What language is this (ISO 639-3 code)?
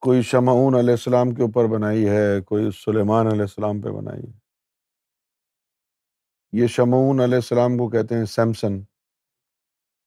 urd